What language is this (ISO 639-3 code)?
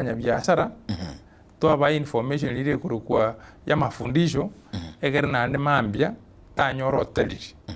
guz